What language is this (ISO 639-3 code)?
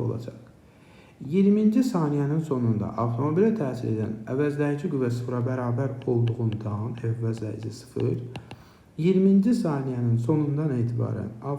aze